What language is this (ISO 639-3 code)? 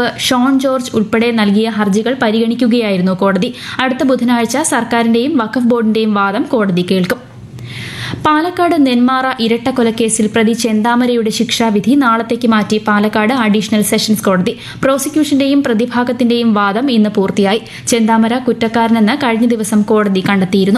mal